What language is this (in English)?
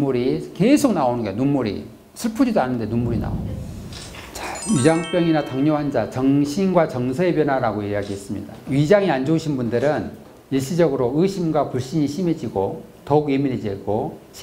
Korean